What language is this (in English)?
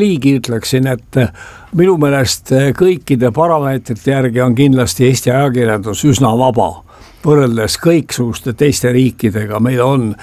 Estonian